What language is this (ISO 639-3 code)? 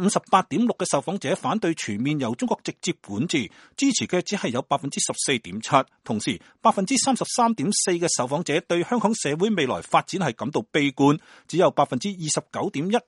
yue